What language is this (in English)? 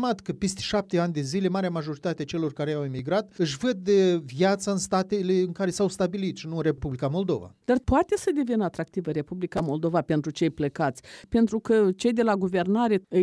Romanian